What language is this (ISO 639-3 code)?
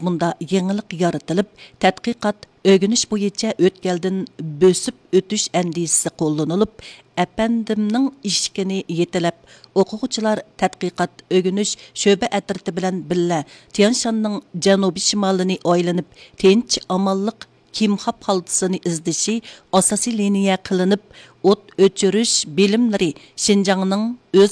uig